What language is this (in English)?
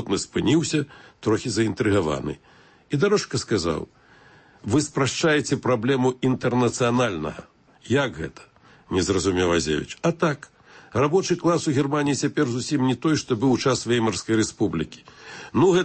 Belarusian